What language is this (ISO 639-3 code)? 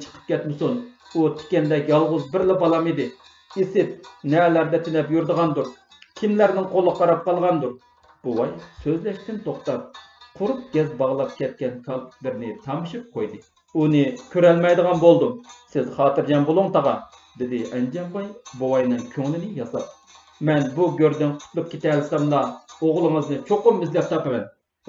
uig